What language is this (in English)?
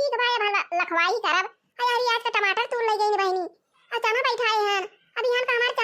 Awadhi